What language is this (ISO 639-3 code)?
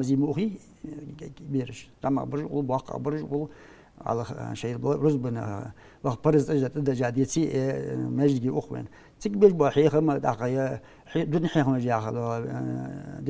inh